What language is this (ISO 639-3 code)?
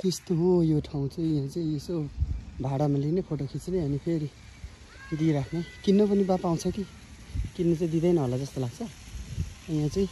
nep